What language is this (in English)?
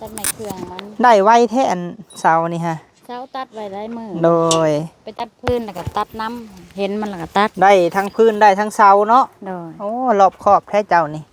Lao